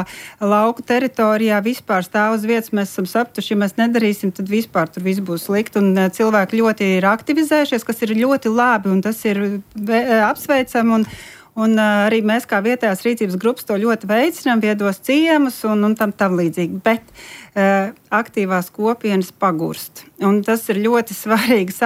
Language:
Latvian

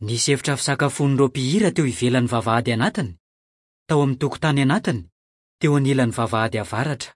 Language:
Malagasy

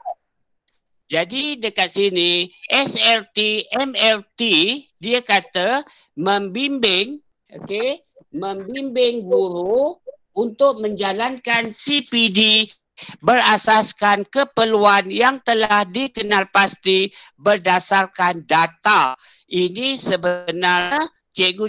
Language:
Malay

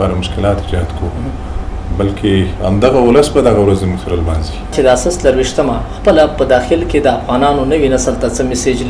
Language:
Pashto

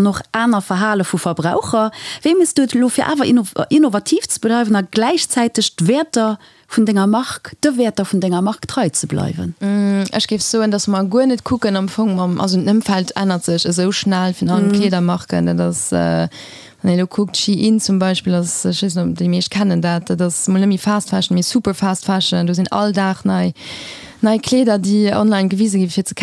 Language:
Luxembourgish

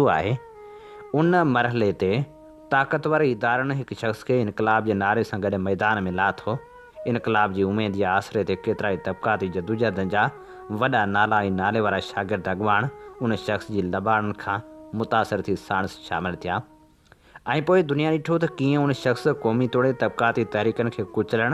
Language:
Sindhi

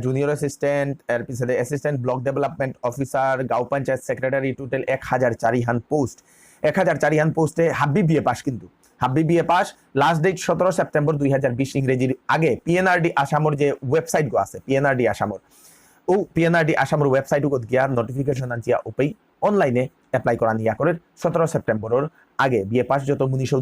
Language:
Bishnupriya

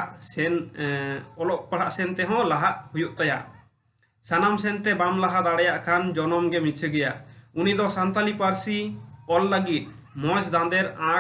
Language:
Santali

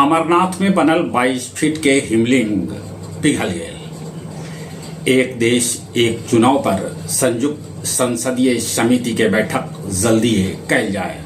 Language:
Magahi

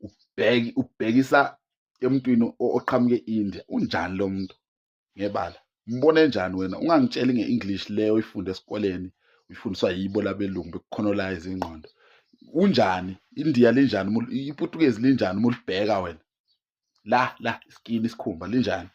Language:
Zulu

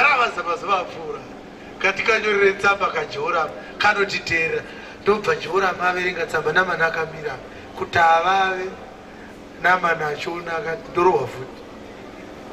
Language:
Shona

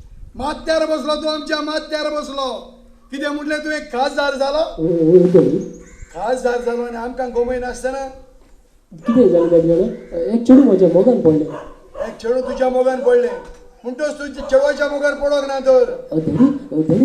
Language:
Konkani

